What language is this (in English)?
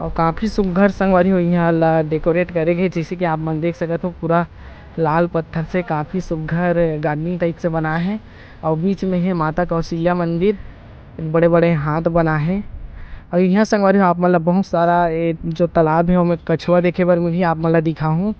Chhattisgarhi